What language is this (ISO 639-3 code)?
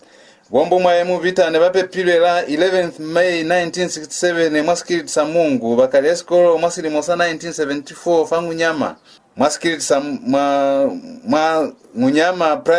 loz